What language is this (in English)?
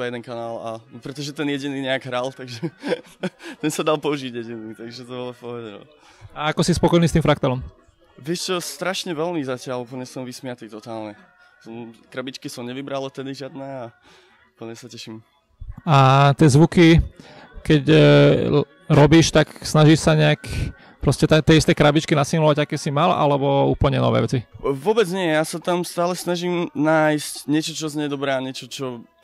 Slovak